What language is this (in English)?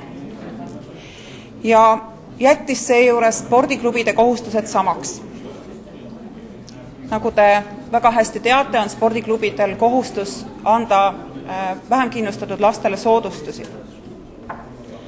Estonian